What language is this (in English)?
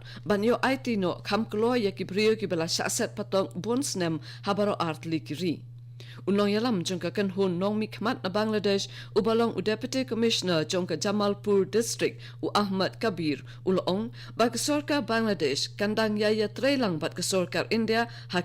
Khasi